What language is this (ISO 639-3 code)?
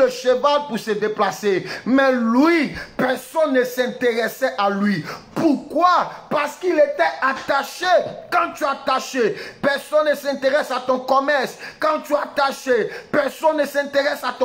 fra